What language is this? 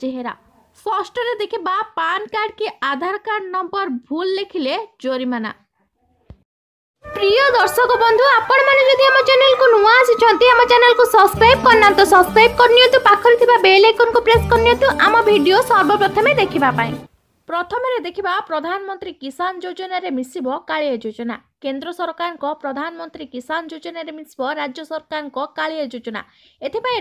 Odia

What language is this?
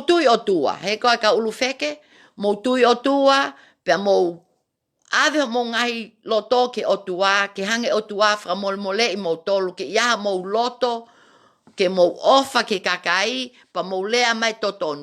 Tongan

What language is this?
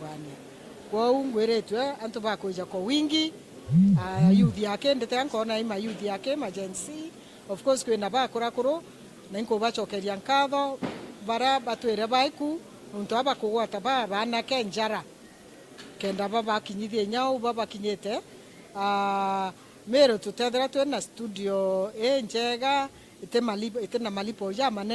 Meru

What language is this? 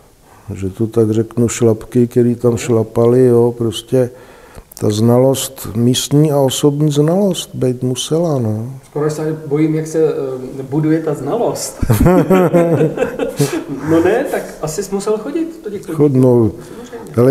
Czech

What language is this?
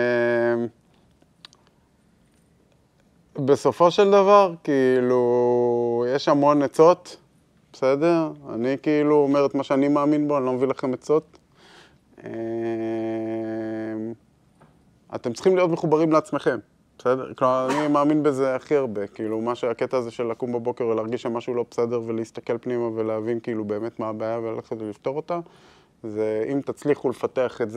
Hebrew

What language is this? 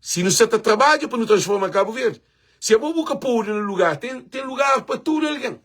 Kabuverdianu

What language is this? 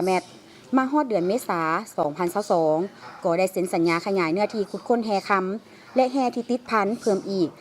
Lao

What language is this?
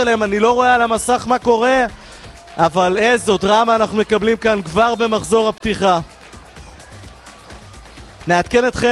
Hebrew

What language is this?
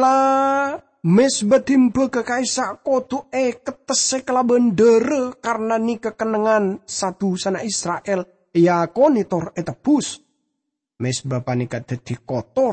Madurese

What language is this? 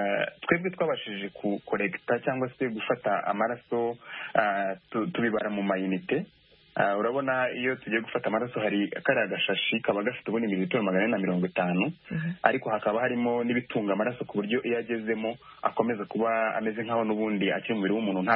Kinyarwanda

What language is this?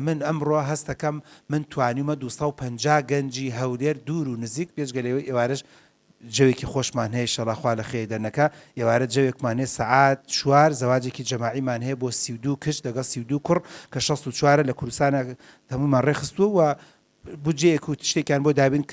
Central Kurdish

